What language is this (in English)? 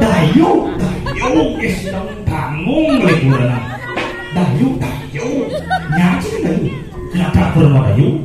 Balinese